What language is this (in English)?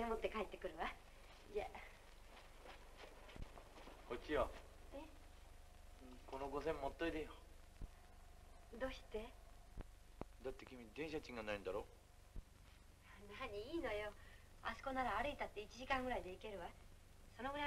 Japanese